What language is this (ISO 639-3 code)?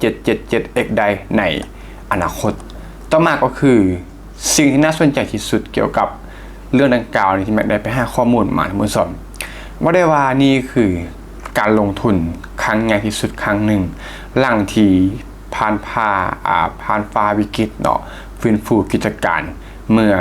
lao